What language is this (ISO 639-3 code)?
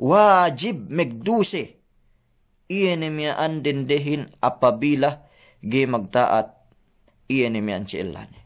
yka